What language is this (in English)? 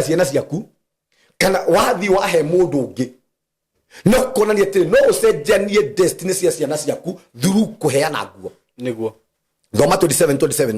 Kikuyu